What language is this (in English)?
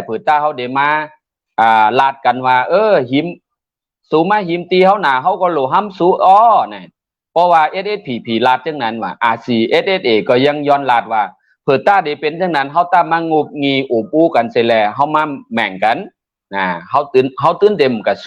Shan